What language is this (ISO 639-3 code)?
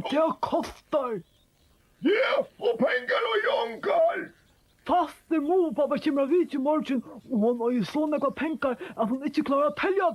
fao